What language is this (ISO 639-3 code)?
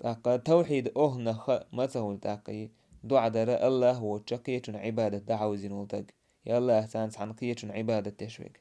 che